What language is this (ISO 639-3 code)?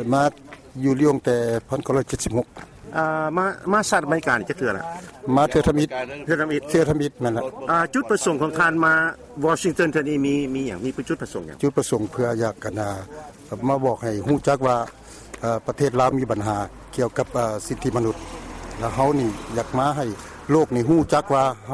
lao